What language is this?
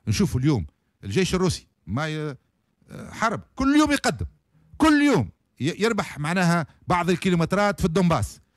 Tunisian Arabic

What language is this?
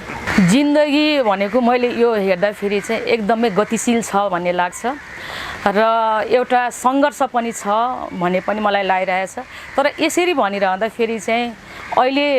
Nepali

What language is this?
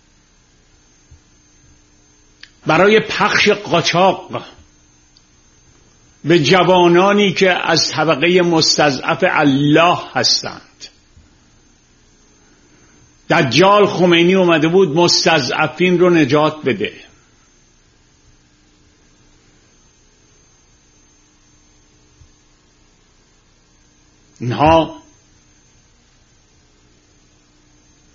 Persian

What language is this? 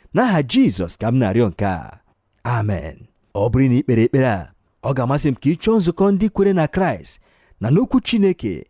Igbo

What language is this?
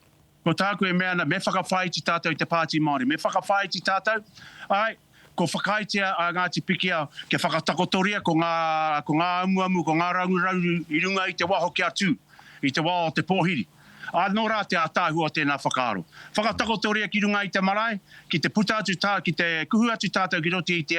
Māori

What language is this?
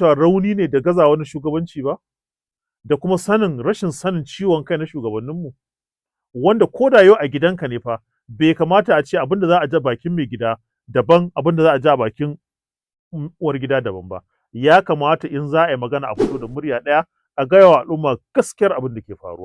Hausa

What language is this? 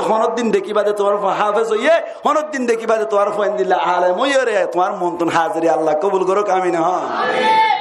Rohingya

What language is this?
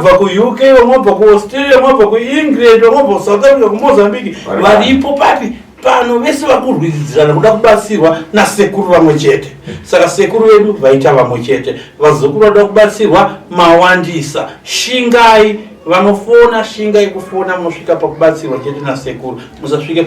Shona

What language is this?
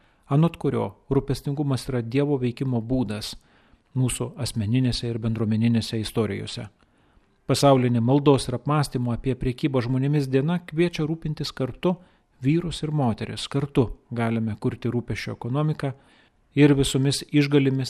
Lithuanian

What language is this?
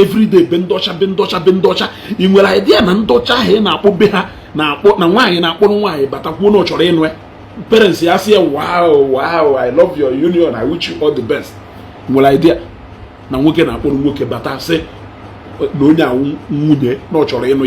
Igbo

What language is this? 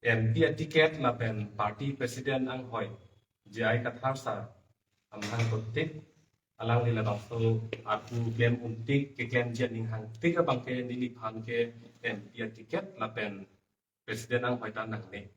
Karbi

